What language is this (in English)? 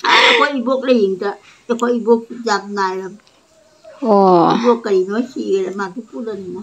Manipuri